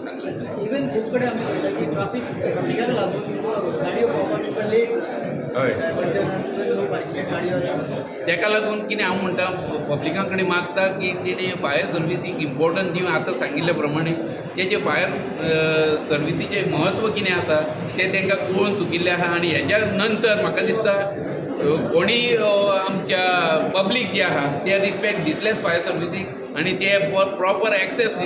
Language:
Konkani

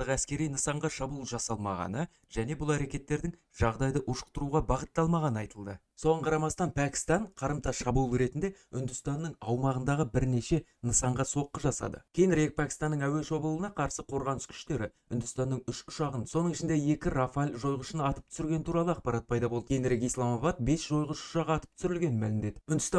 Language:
Kazakh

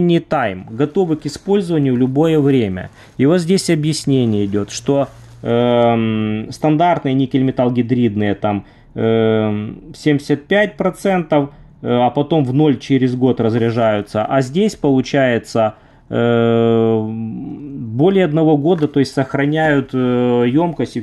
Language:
Russian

